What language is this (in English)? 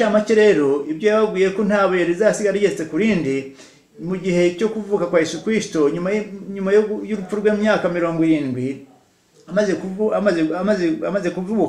Kinyarwanda